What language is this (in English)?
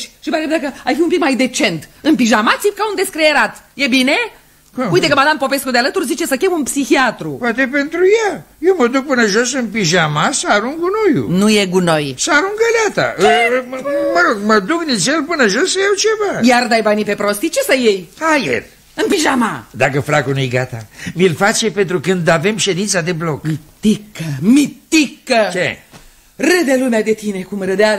Romanian